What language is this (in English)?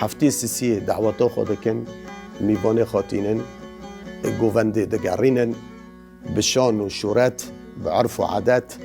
Kurdish